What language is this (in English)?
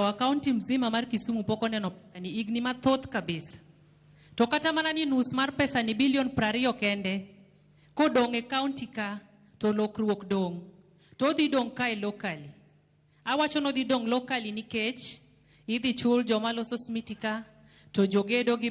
Luo (Kenya and Tanzania)